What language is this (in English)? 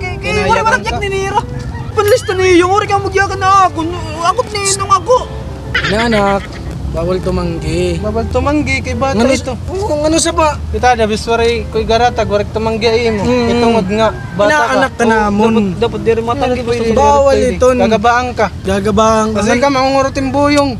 Waray